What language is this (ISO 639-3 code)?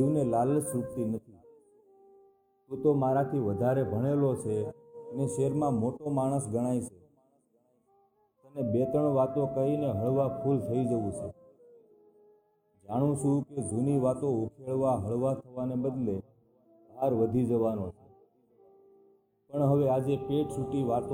guj